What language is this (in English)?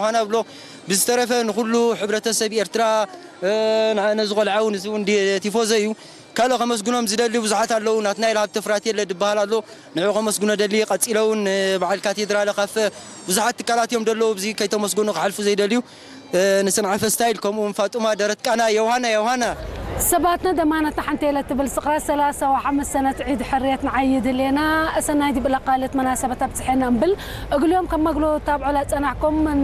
Tigrinya